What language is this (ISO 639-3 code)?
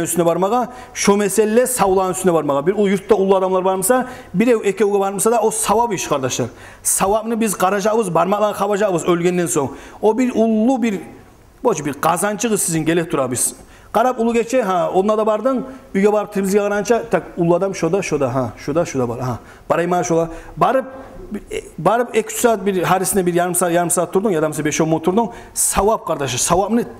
kum